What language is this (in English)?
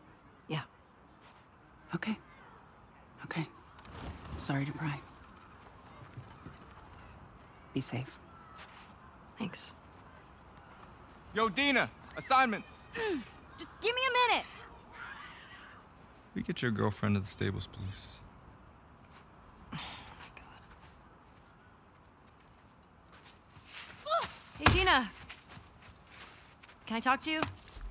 English